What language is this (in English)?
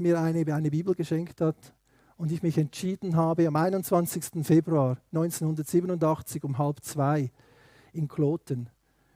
Swiss German